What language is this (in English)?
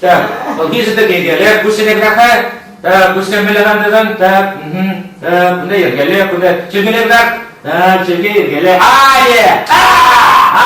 Chuvash